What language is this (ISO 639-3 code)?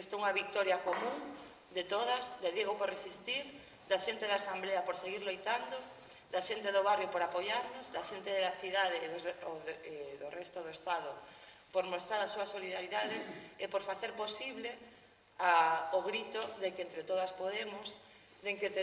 glg